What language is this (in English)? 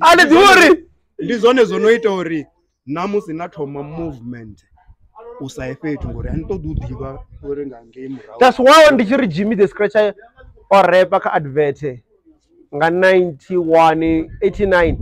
Venda